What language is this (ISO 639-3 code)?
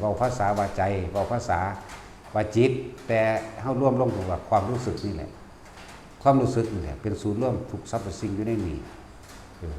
lao